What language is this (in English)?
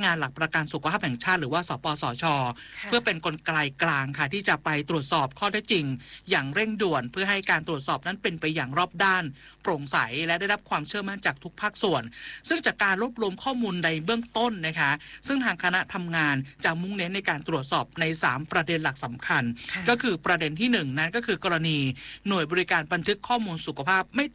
Thai